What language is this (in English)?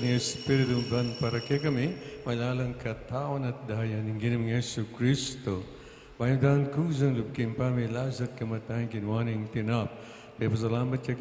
Pampanga